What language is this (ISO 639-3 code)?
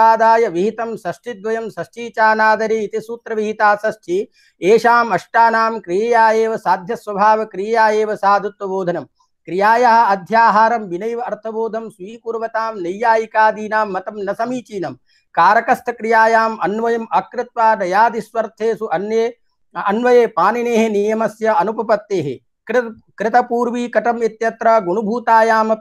san